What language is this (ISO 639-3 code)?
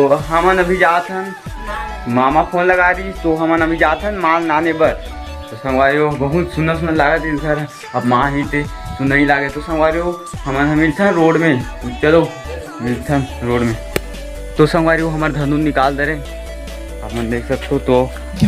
hne